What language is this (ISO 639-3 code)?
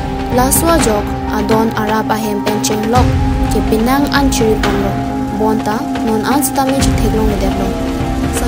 mjw